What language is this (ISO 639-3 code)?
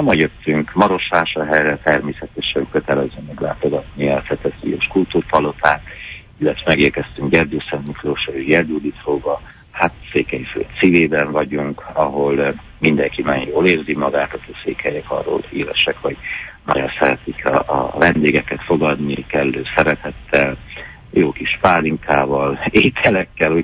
hun